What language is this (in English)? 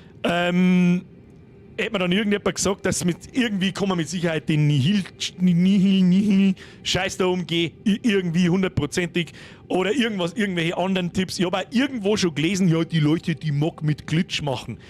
Bavarian